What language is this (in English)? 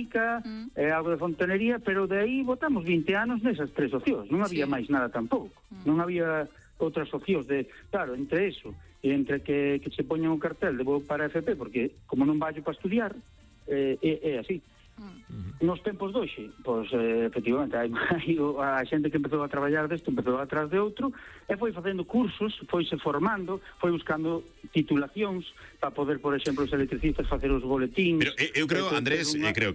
Galician